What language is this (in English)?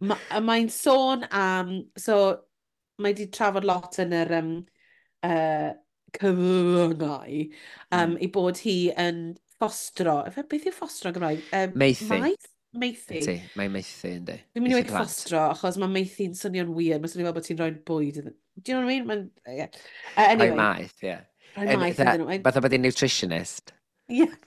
Welsh